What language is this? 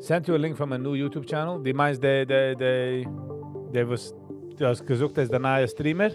Yiddish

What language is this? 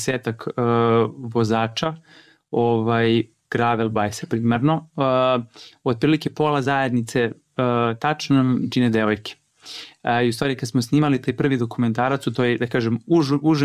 Serbian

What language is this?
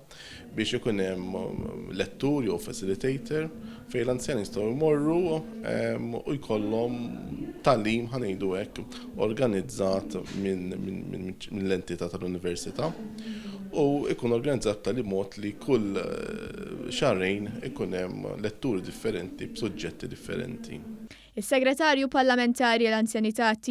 Maltese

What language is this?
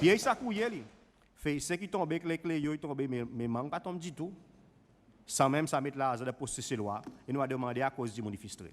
Seselwa Creole French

